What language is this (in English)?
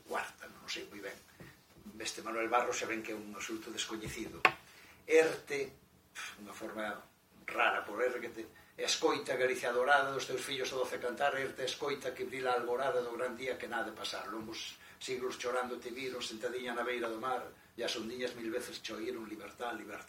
Galician